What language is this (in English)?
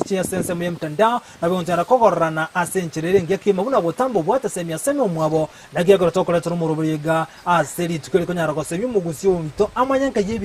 Gusii